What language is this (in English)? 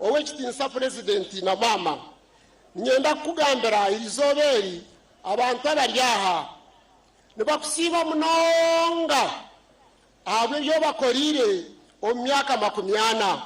Nyankole